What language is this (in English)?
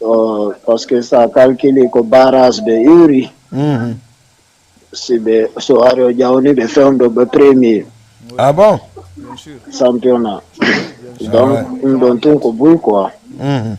Fula